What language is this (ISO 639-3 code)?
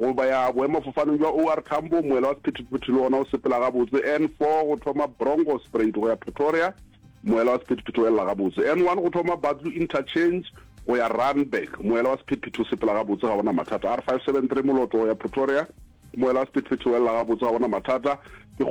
nso